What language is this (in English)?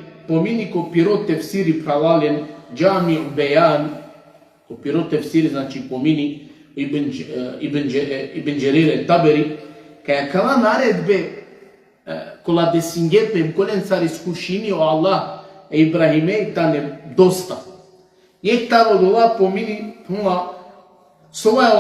Balkan Romani